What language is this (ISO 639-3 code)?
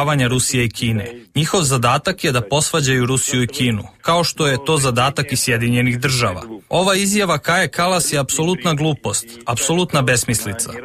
srp